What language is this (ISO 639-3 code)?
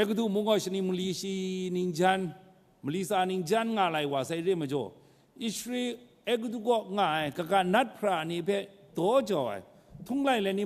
kac